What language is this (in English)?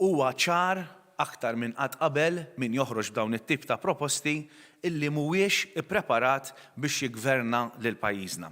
Maltese